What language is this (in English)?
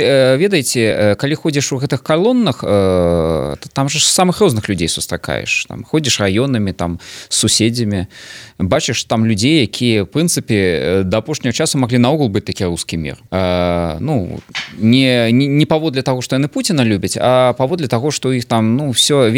Belarusian